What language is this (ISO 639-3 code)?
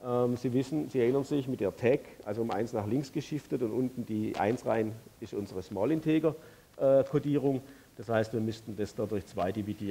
deu